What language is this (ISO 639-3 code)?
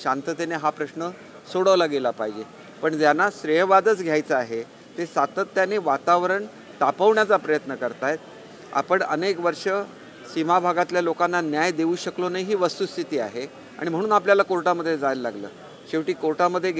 mar